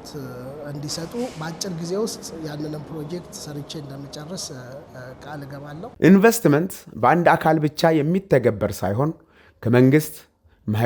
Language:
Amharic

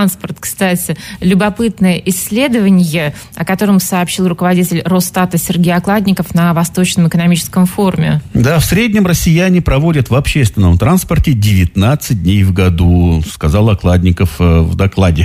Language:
Russian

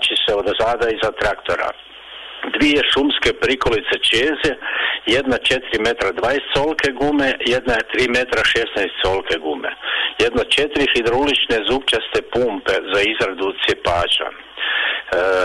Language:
Croatian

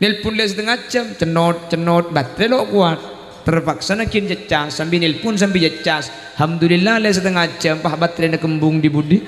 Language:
Madurese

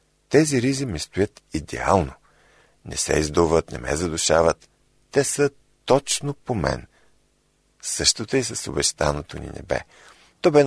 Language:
Bulgarian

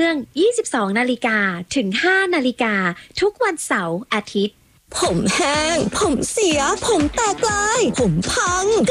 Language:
Thai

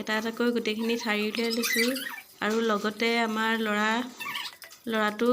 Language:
Assamese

